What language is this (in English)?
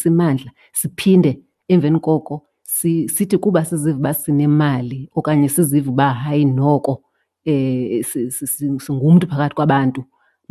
Xhosa